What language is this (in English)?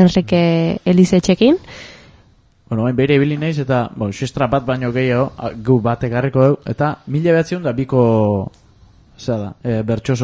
Basque